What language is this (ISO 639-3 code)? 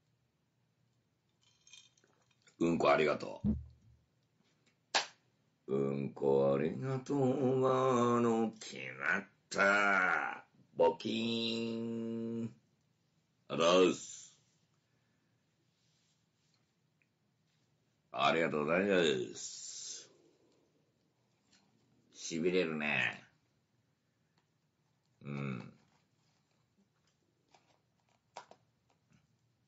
jpn